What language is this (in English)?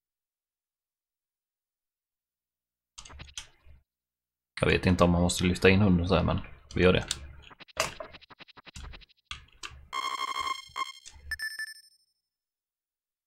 Swedish